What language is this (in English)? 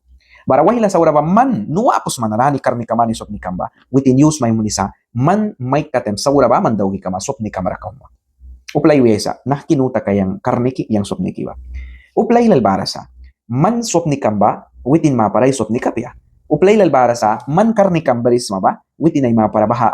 Mískito